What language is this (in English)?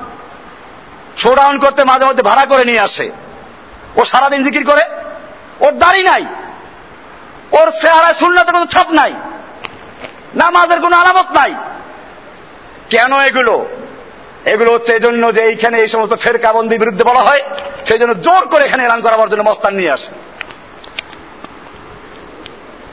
Bangla